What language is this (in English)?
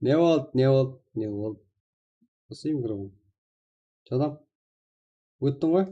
Kara-Kalpak